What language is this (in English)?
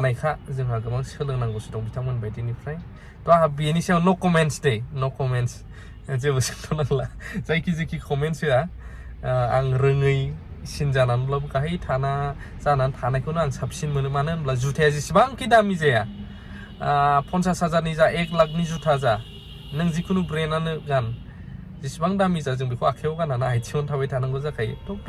Bodo